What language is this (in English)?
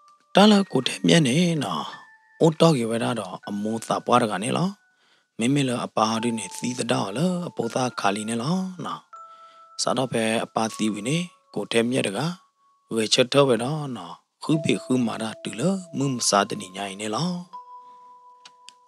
S'gaw Karen